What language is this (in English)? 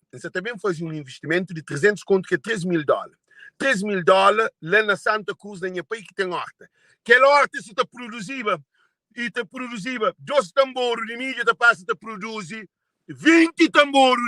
Kabuverdianu